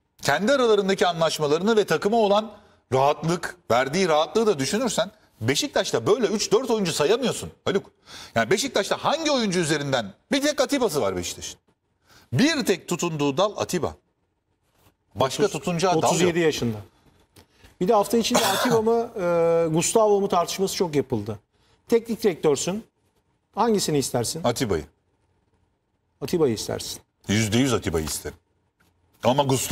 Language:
Turkish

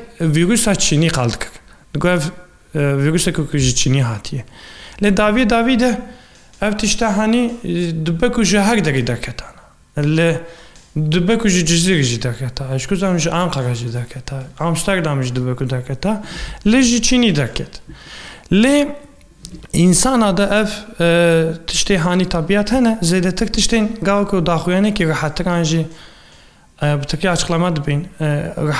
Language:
Kurdish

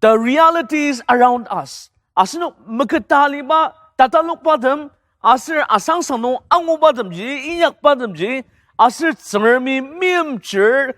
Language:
Ao Naga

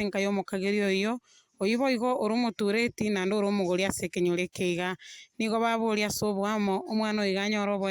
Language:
Gusii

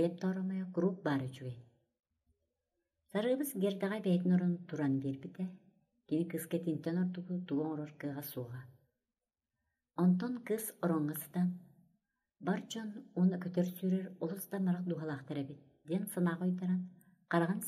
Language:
Yakut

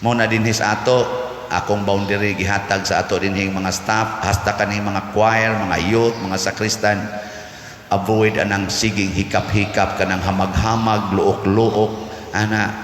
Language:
Cebuano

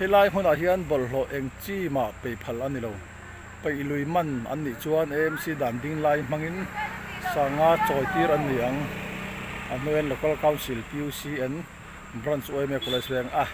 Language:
Mizo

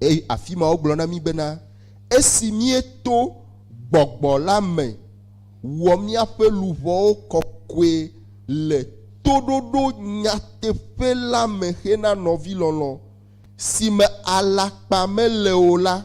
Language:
Ewe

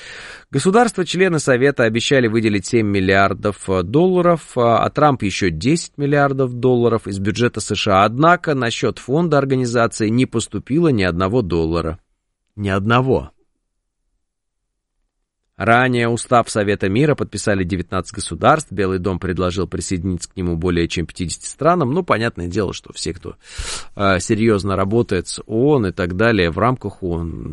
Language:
Russian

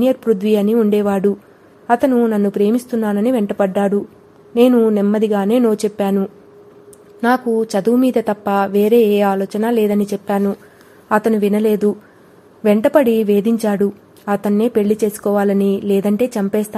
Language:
Telugu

